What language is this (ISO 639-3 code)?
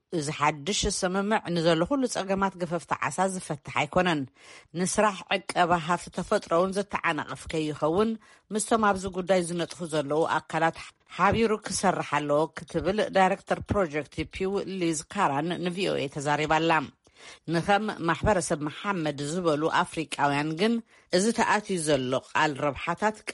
tir